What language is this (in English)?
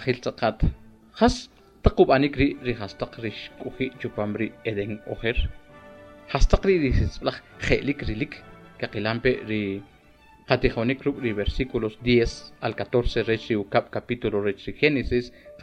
Kʼicheʼ